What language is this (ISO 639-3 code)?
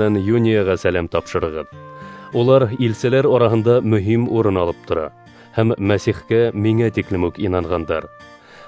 bak